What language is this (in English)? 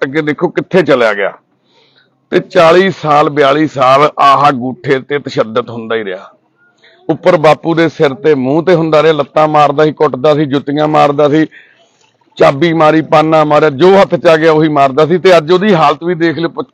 Punjabi